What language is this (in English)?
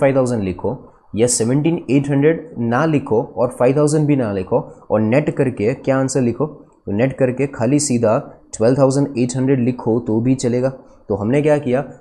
Hindi